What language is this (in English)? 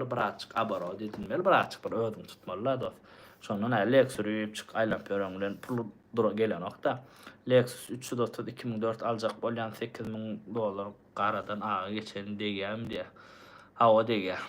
Turkmen